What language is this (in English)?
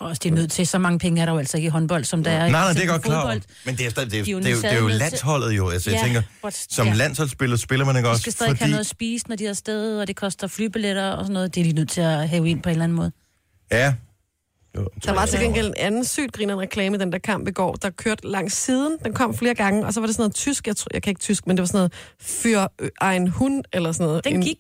Danish